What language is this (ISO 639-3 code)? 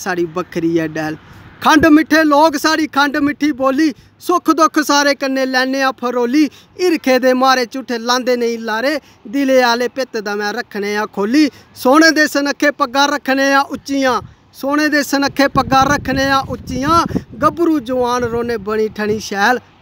doi